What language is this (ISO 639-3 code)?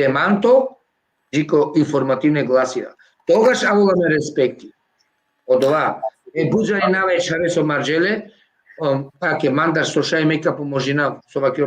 rmn